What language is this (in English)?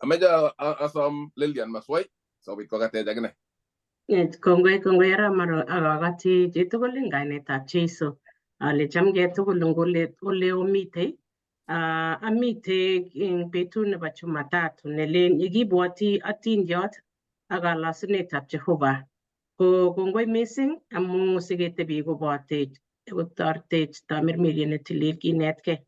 Kalenjin